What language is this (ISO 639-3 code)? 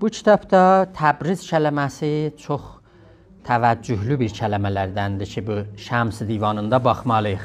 azb